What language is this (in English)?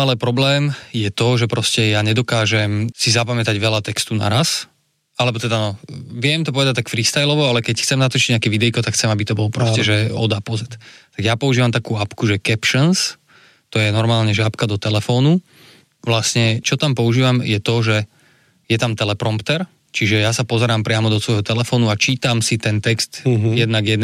Slovak